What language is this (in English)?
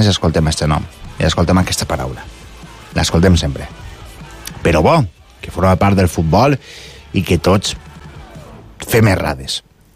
Catalan